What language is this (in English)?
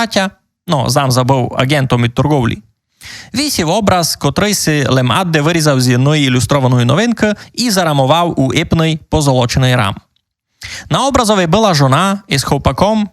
Rusyn